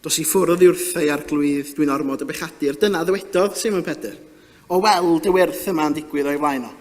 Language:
Welsh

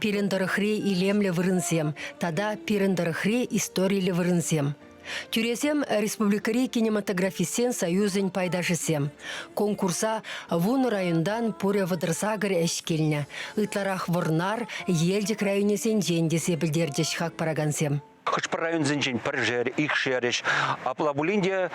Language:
Chuvash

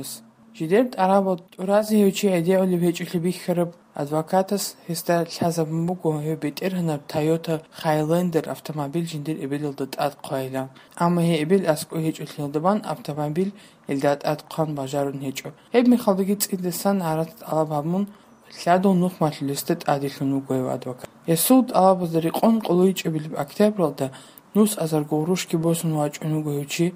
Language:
Avaric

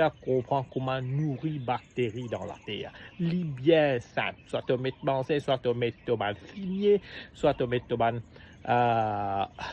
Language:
Morisyen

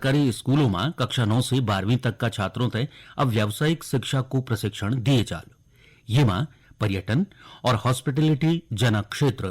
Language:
Garhwali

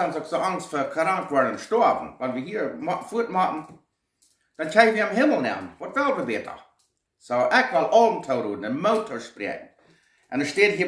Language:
Plautdietsch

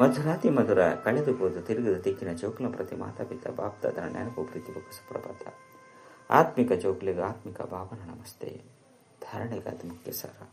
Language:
Tulu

